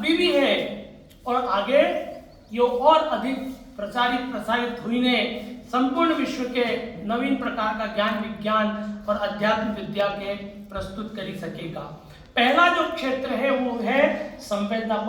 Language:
Rajasthani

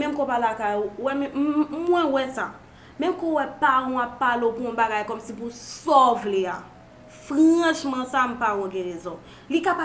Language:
Haitian Creole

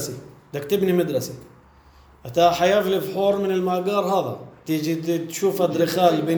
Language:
North Levantine Arabic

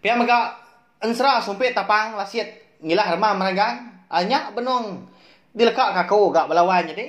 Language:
Iban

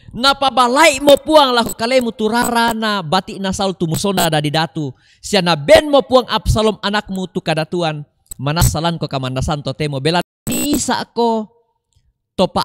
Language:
Toraja-Sa'dan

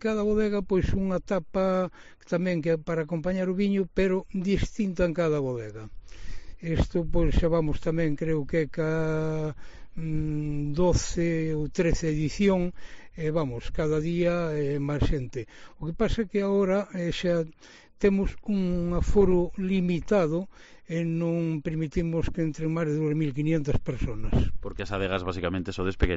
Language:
Galician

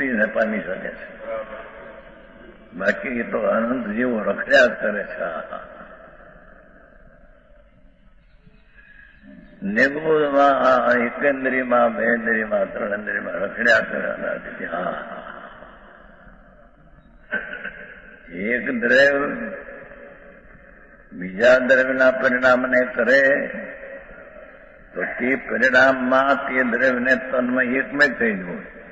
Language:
Gujarati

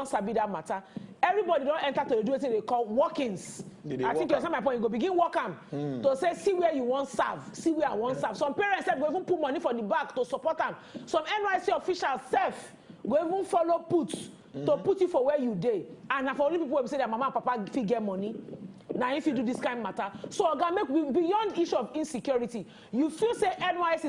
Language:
Nigerian Pidgin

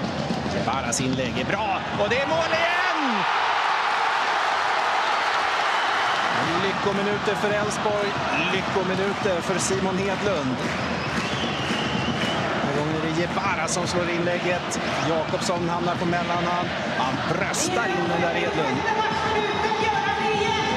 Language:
Swedish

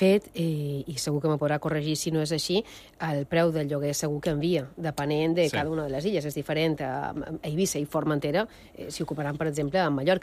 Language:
Catalan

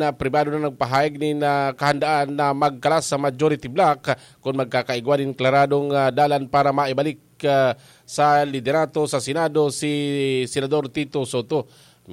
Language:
Bikol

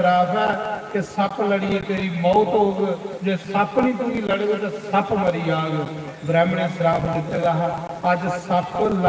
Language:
Dogri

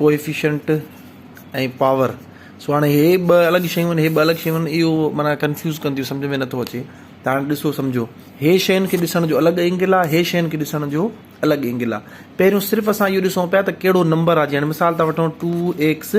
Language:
Sindhi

